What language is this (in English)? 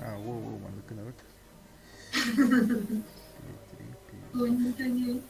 Yakut